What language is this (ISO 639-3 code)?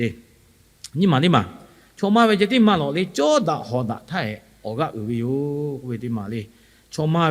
lhu